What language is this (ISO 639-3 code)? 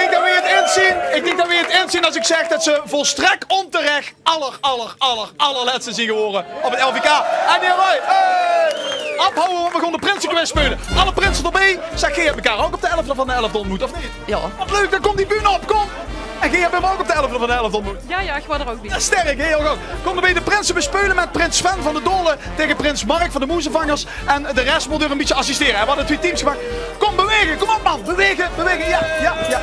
lim